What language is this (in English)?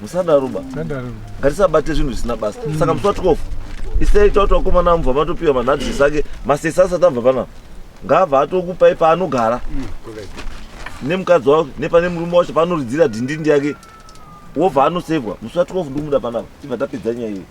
Shona